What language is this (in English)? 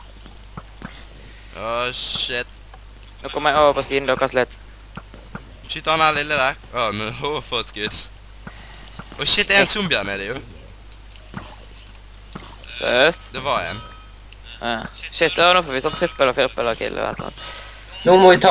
Norwegian